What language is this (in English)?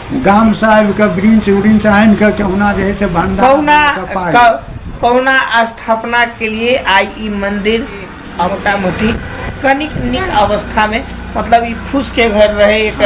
Maithili